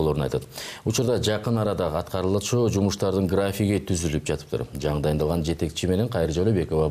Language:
Kyrgyz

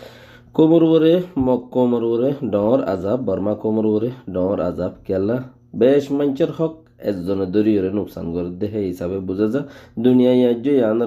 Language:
Rohingya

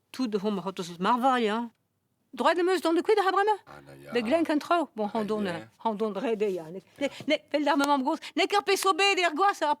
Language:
Breton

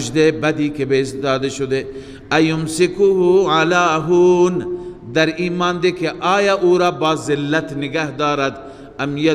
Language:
Persian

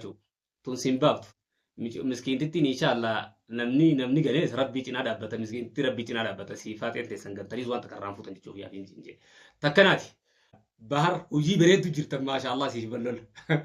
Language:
Oromo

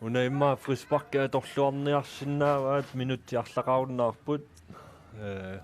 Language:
Kalaallisut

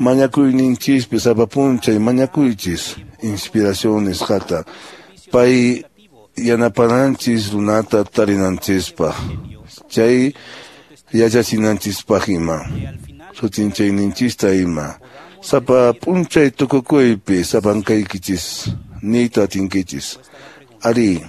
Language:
Quechua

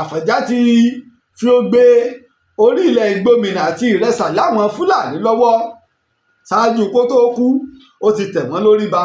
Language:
Yoruba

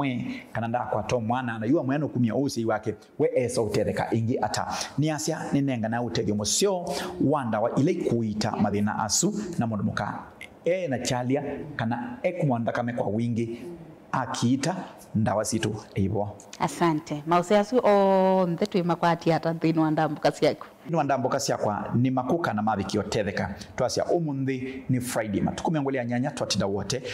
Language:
Kamba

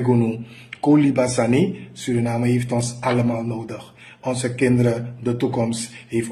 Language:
Sranan Tongo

